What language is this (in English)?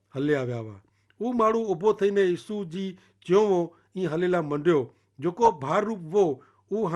Kachhi